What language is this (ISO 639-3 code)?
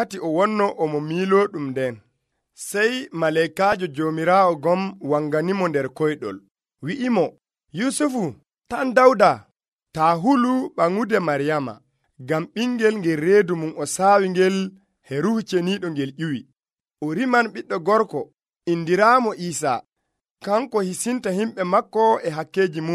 fuv